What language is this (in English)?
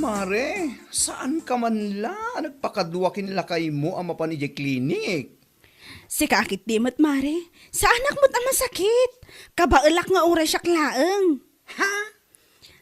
Iloko